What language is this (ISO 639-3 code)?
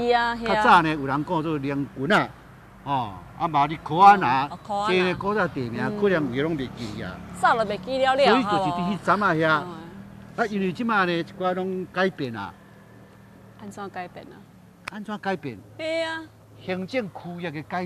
nan